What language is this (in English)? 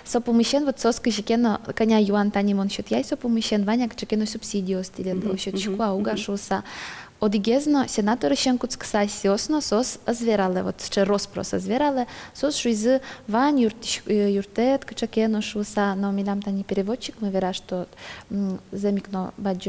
Udmurt